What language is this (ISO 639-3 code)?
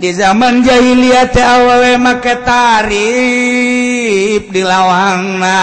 sun